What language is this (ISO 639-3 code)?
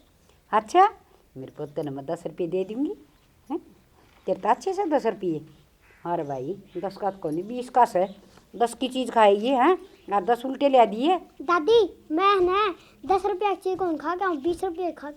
bgc